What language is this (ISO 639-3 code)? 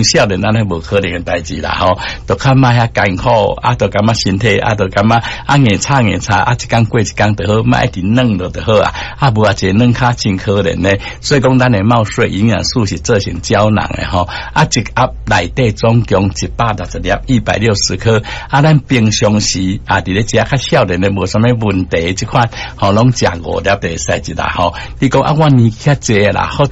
nan